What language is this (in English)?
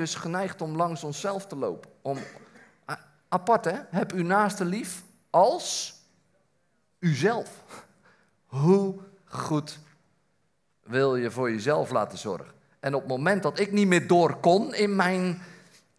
Dutch